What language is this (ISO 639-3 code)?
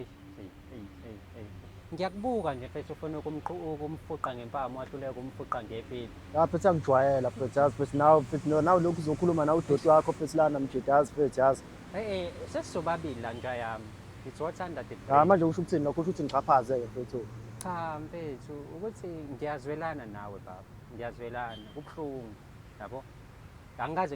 zul